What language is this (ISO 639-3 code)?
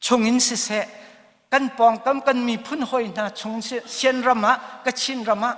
cnh